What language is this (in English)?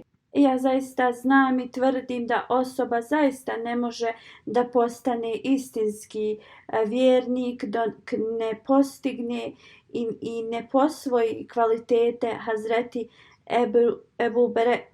Bosnian